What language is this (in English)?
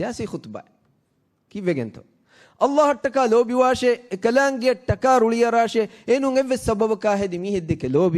Divehi